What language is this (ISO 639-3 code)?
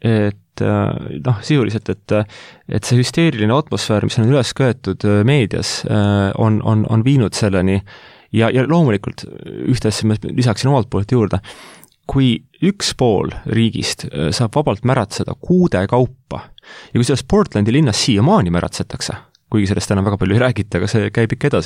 est